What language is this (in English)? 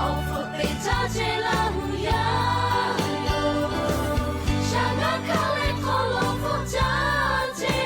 Lahu